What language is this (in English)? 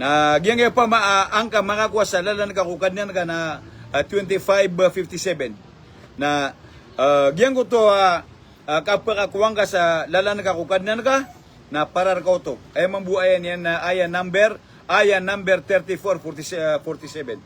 Maranao